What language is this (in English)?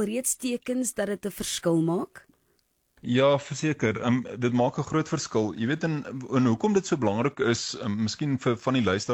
Afrikaans